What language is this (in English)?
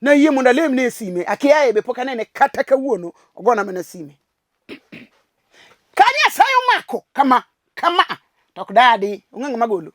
Luo (Kenya and Tanzania)